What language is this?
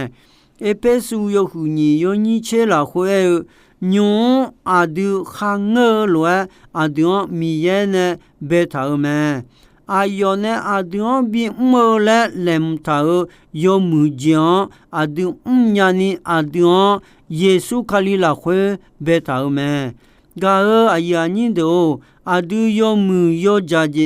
Akha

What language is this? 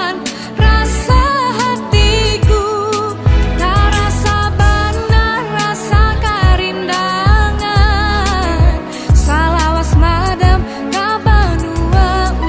Banjar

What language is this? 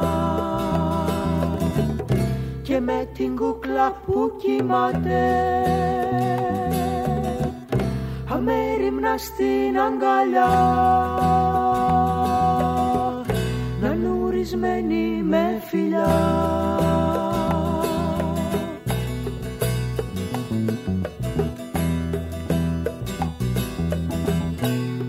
Greek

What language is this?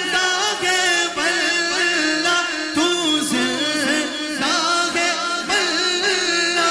Urdu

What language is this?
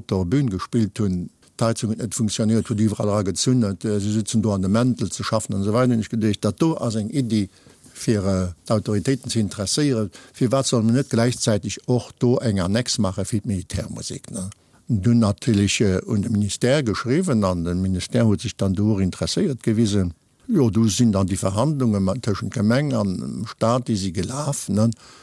Luxembourgish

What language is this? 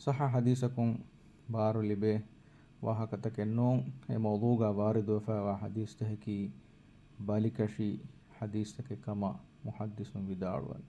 Divehi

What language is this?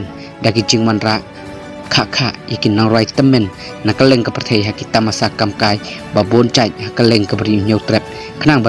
Khasi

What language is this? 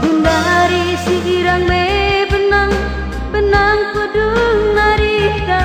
Batak Karo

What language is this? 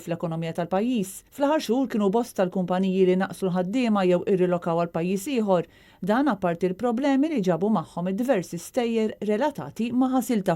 Maltese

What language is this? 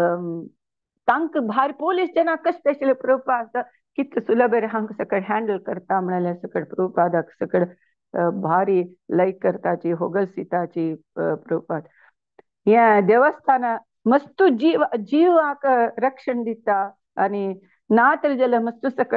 Konkani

